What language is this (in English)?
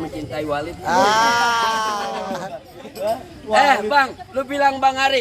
Betawi